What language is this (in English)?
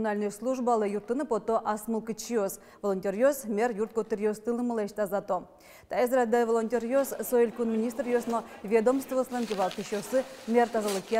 Udmurt